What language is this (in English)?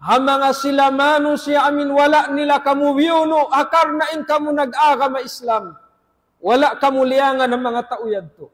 Tausug